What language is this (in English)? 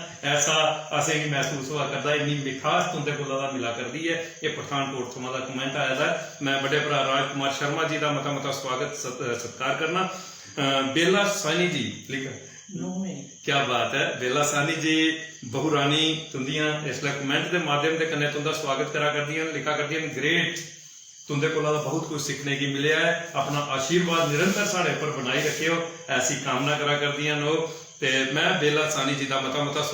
Dogri